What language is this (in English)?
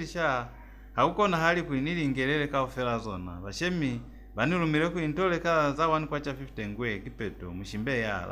Lozi